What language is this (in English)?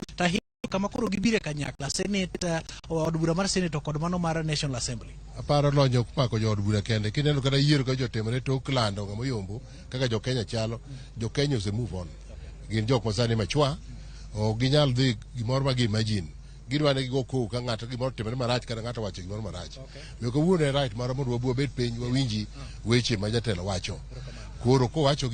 Luo (Kenya and Tanzania)